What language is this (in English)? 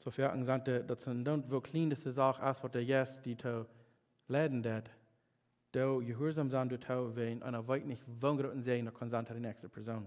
Plautdietsch